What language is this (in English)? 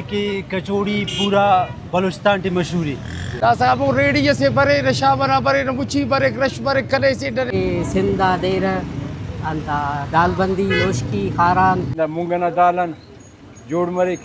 Brahui